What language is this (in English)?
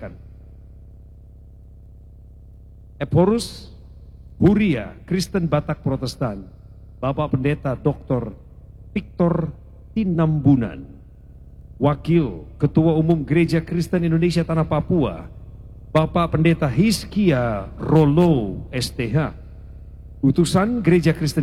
Indonesian